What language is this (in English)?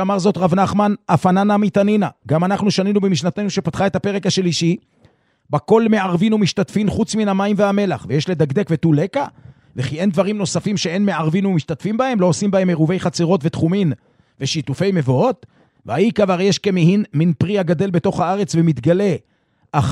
Hebrew